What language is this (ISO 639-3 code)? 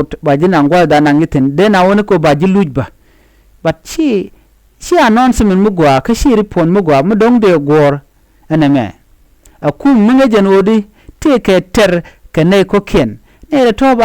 nus